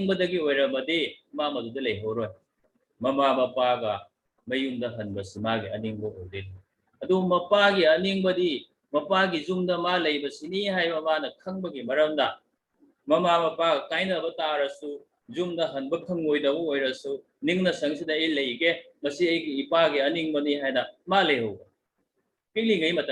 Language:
Manipuri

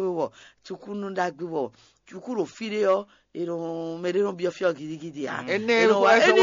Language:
Fon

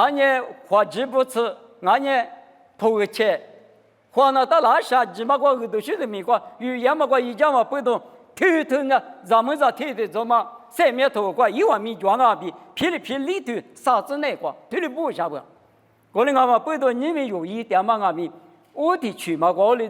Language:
Lisu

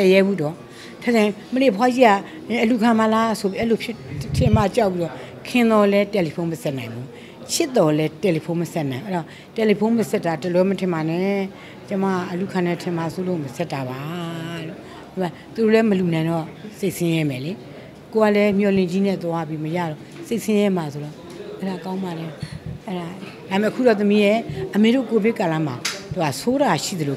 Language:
Burmese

